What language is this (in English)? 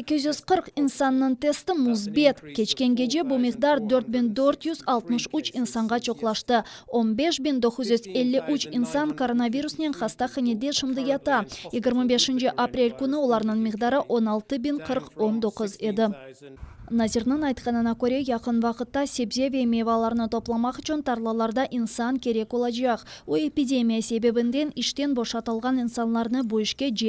Crimean Tatar